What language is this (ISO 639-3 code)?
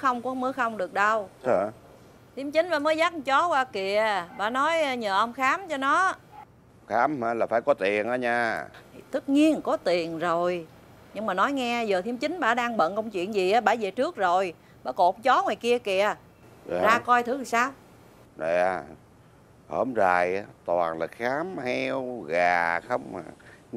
vie